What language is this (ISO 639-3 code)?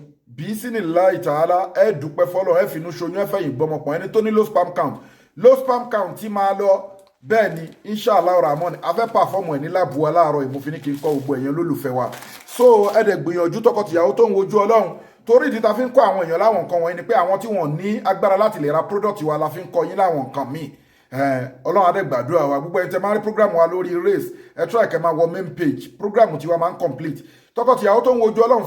yor